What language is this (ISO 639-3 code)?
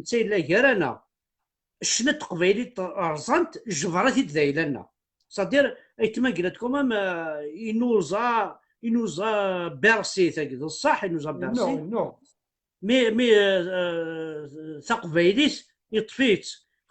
kab